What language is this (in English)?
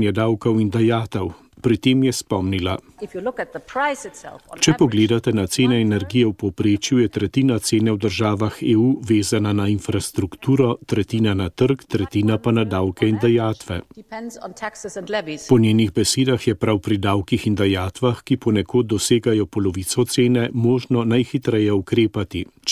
Slovenian